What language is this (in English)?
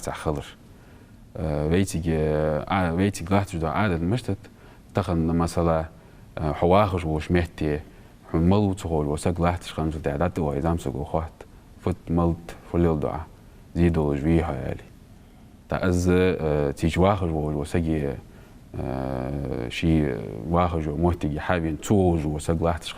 Ingush